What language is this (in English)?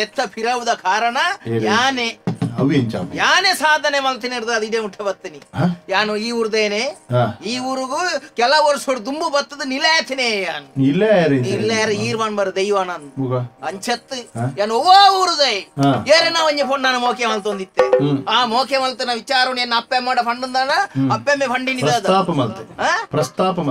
Tulu